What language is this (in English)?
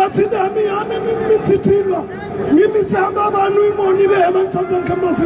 Ngazidja Comorian